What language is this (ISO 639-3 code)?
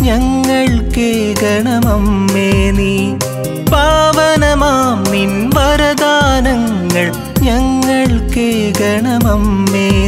mal